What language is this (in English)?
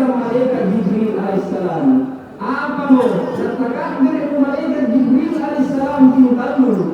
Makasar